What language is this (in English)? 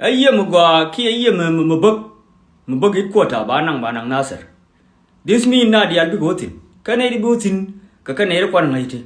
Nuer